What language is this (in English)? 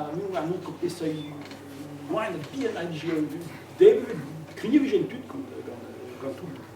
Breton